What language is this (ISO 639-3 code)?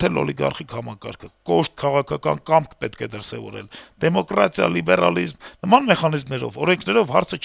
hye